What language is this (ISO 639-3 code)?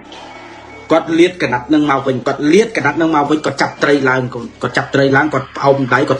khm